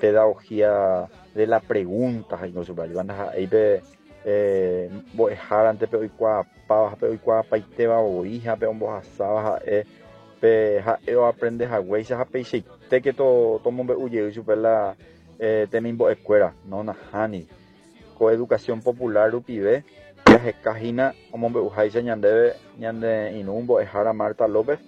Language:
Guarani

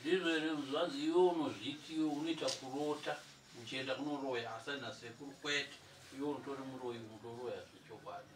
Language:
Shona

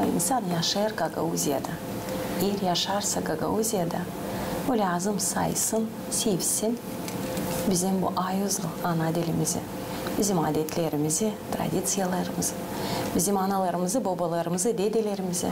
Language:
Gagauz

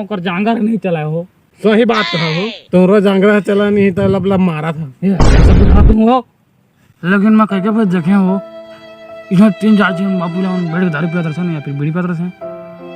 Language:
Chhattisgarhi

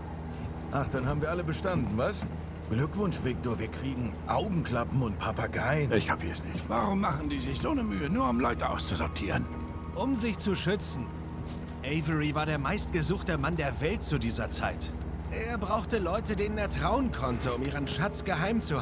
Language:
Swiss German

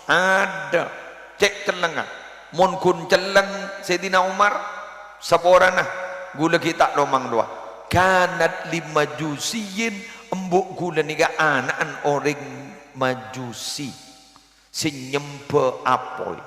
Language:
Madurese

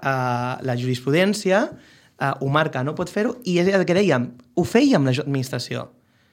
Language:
Catalan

